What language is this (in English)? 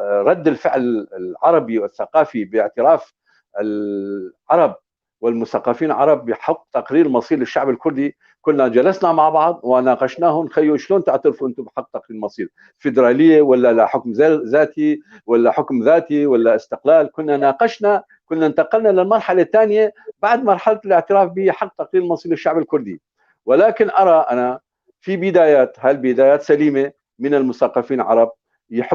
North Levantine Arabic